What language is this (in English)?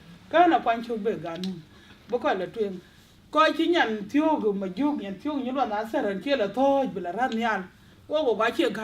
Dinka